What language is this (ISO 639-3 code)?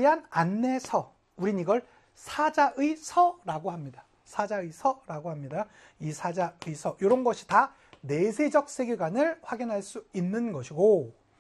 kor